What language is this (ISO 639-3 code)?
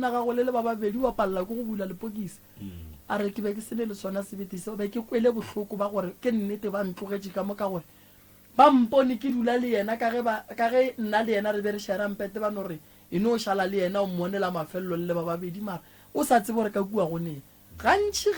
nso